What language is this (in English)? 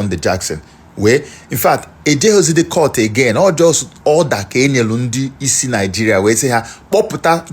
Igbo